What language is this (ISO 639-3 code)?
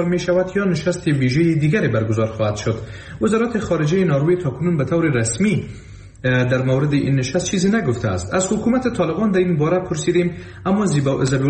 fas